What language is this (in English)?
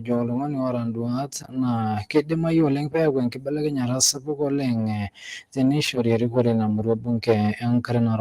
Masai